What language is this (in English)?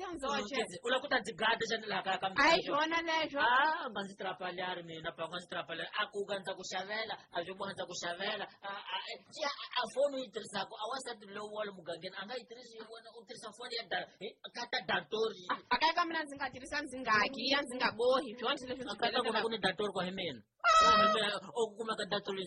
Tsonga